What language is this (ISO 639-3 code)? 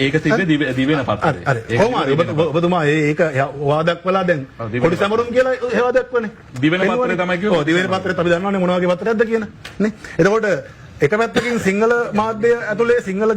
sin